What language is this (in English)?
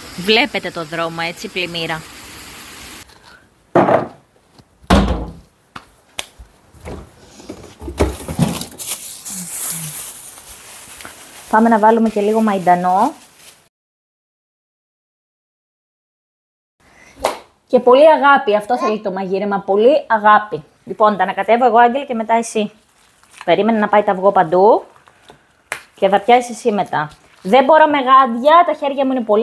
Greek